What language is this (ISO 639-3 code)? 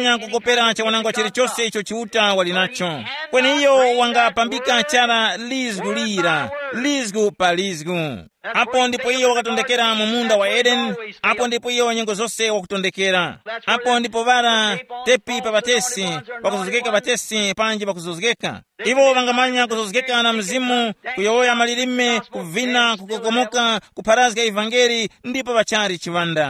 tum